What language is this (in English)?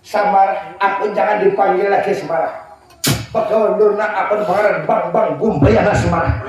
Banjar